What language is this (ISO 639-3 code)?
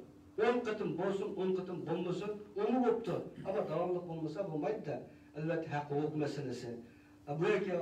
uig